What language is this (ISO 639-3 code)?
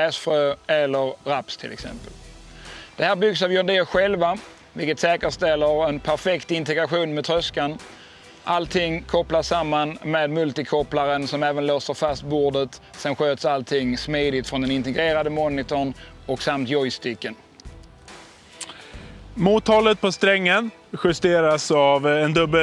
swe